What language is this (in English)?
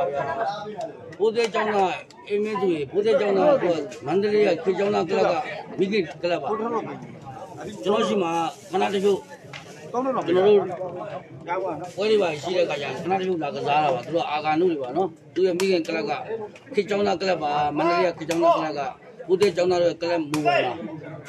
Burmese